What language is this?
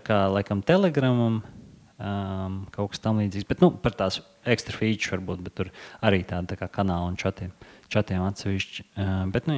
Latvian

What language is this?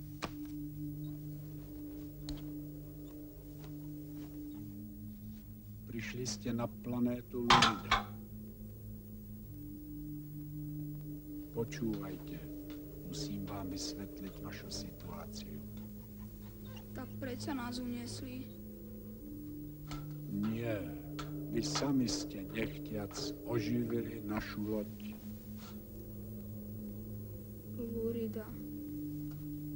Slovak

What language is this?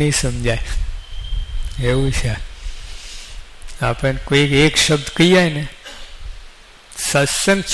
Gujarati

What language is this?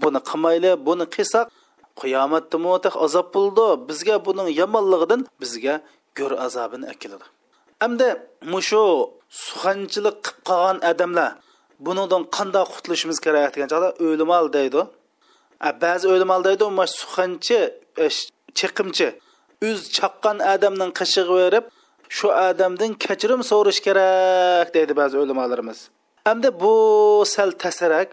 Uyghur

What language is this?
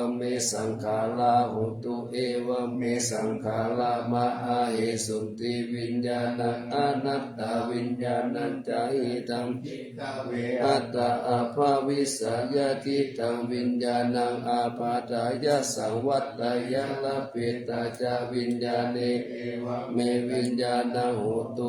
Pali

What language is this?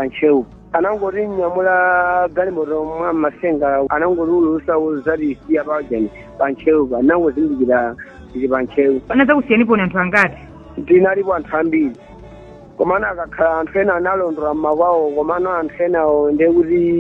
Nyanja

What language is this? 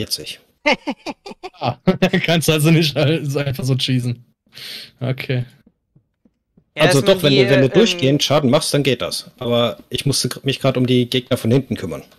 German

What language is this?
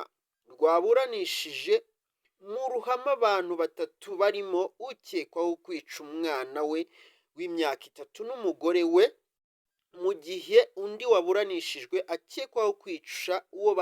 Kinyarwanda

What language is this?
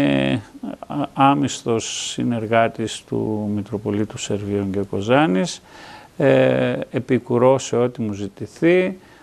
Greek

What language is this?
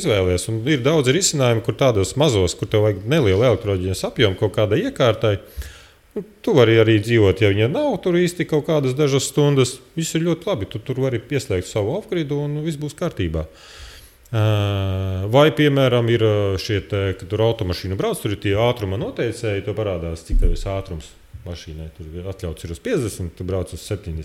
Latvian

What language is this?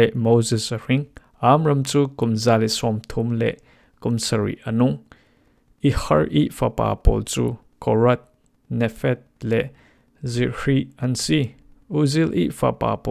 Falam Chin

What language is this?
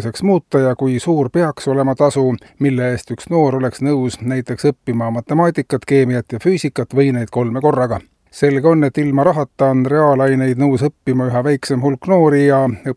Estonian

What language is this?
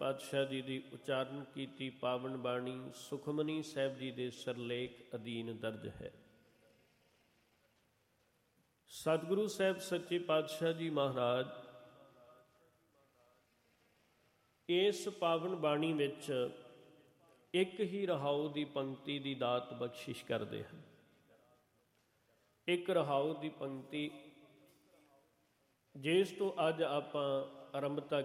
Punjabi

